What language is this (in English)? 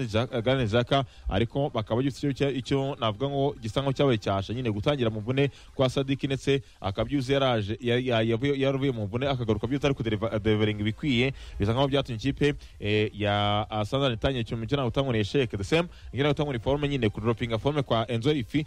Kinyarwanda